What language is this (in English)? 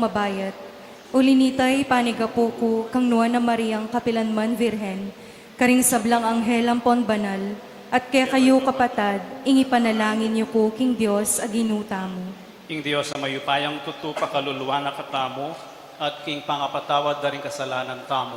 Pampanga